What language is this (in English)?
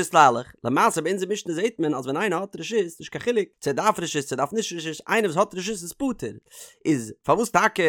Yiddish